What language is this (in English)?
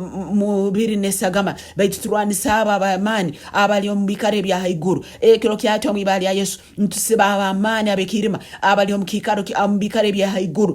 Tooro